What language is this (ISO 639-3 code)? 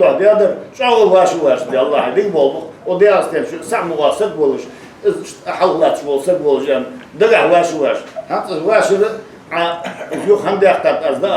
inh